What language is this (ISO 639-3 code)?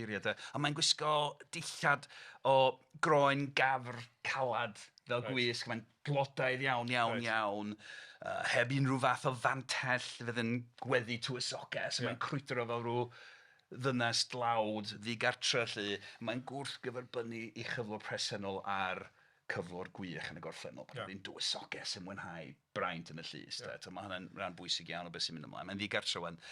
cym